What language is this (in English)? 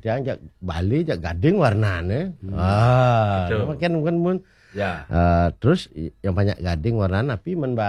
Balinese